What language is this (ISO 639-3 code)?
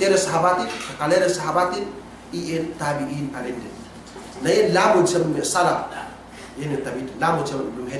yka